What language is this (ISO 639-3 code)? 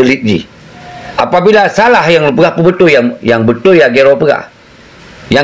ace